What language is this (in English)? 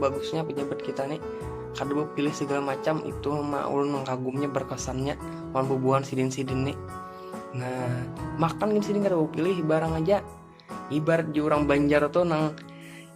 Banjar